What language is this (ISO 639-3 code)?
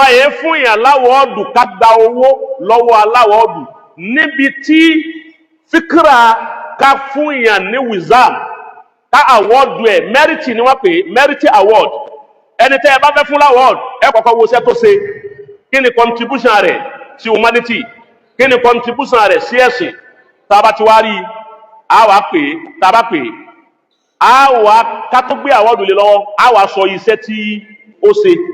yor